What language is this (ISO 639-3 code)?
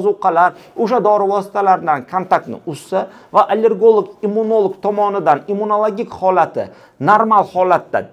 uzb